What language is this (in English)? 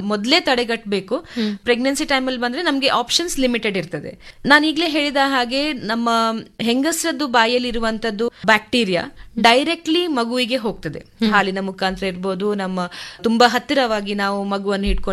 Kannada